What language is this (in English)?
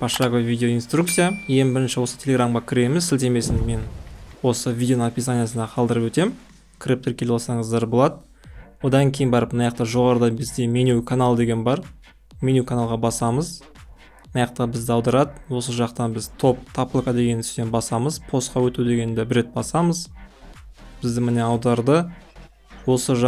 Kazakh